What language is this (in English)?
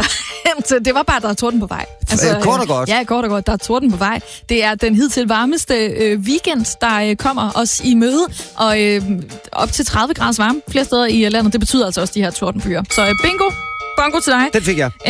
Danish